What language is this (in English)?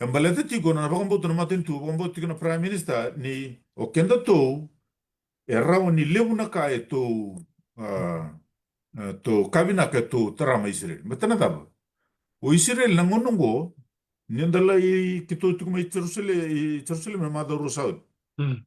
Fijian